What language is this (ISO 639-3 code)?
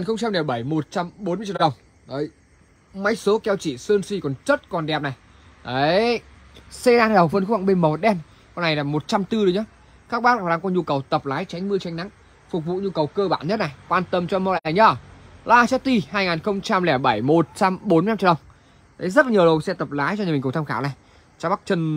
vie